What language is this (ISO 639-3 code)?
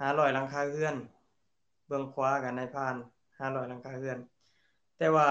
lao